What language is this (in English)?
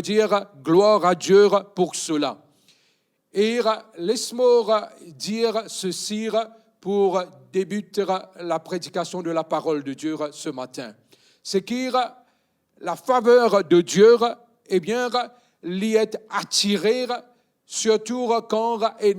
Morisyen